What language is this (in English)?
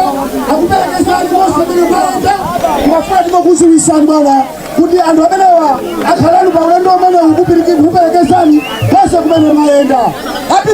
Nyanja